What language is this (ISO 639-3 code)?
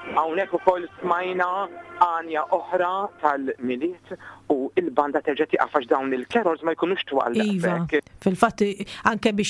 mlt